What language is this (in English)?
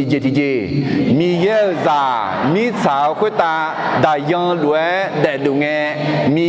Akha